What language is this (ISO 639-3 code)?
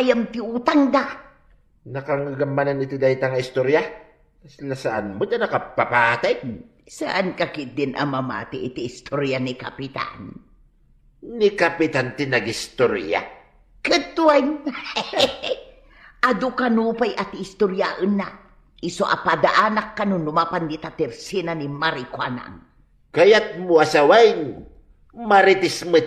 ilo